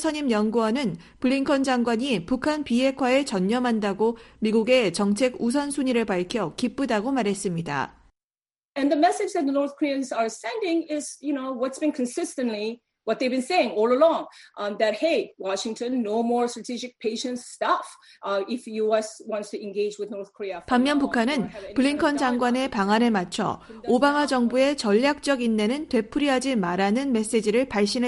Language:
Korean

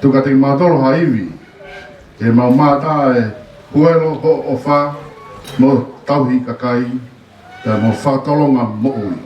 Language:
Tongan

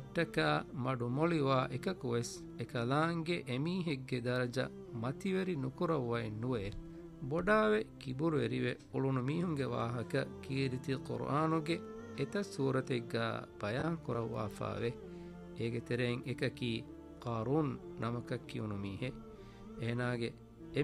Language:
Divehi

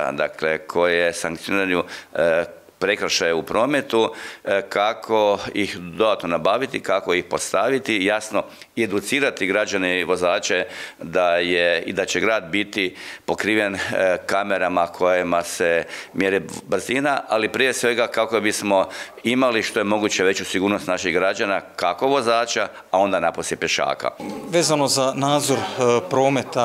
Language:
Croatian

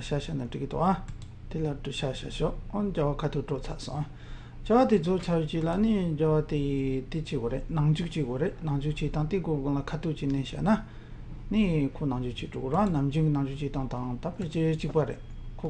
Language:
Tibetan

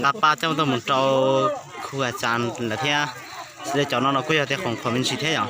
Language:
Hmong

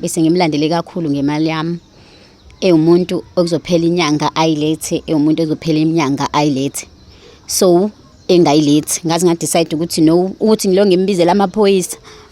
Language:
Zulu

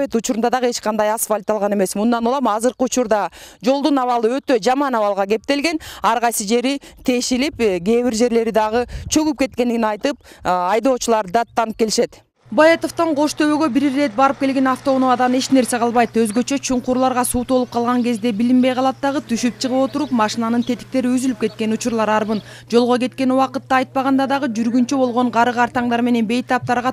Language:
Kyrgyz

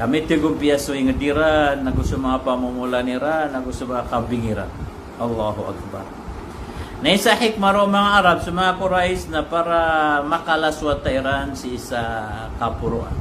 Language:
Maranao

